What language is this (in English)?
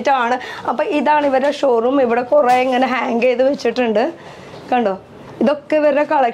Malayalam